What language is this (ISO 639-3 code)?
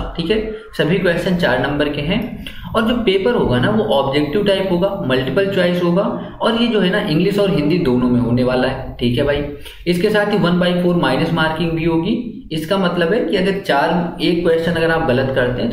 hin